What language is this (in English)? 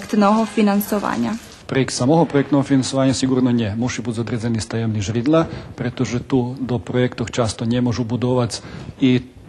Rusyn